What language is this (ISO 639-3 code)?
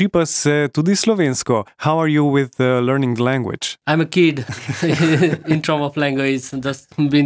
slv